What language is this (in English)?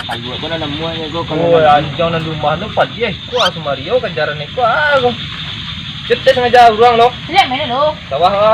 Minangkabau